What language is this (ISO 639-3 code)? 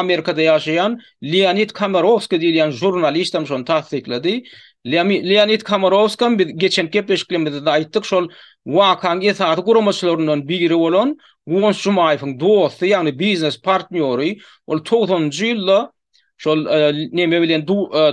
tuk